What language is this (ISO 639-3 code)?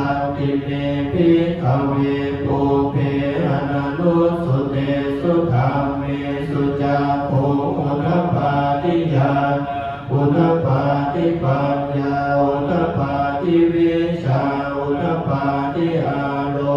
pli